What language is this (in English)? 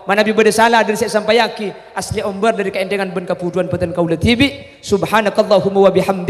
Madurese